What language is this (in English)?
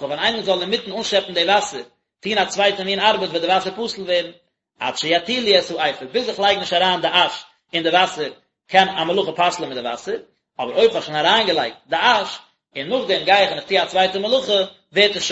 Yiddish